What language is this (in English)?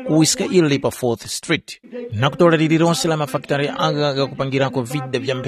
Tumbuka